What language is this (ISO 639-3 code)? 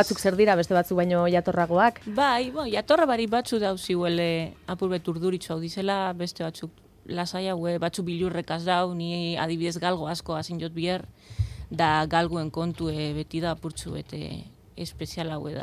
eus